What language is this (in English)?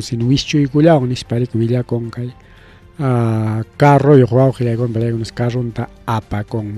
Ayacucho Quechua